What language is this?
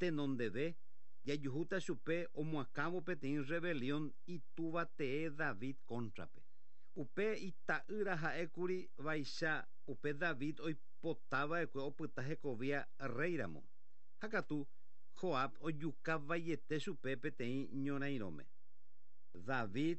Guarani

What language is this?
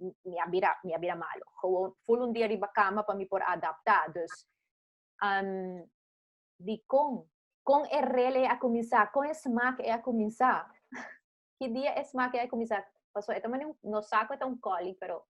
Papiamento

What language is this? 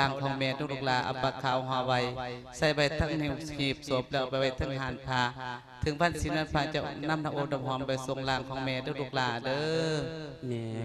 Lao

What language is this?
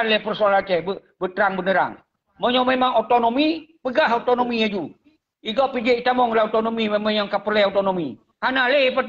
Achinese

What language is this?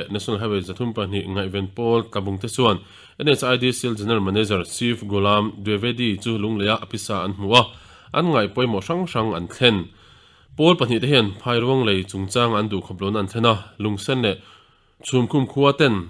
Mizo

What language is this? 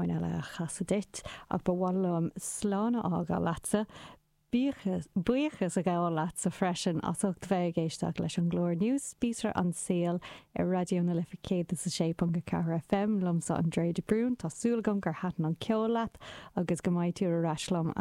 Irish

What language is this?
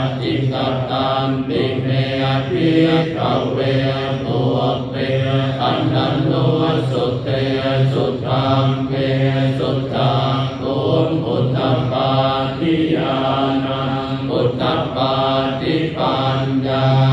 Pali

